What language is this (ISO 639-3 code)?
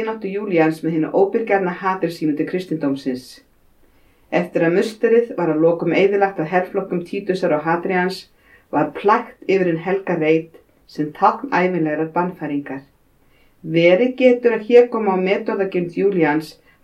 isl